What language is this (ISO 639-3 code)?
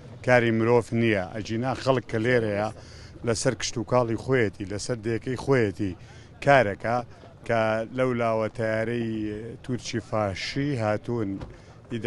ckb